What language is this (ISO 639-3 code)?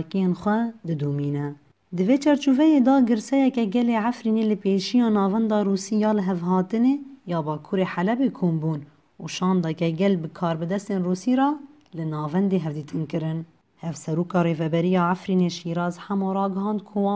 kur